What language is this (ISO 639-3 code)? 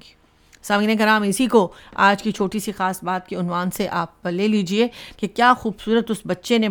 urd